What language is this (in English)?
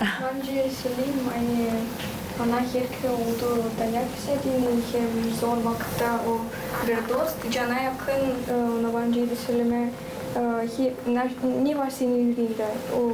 Gagauz